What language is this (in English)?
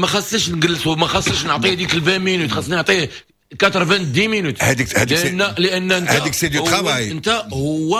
Moroccan Arabic